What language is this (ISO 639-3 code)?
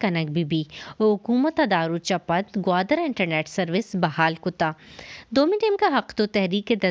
bal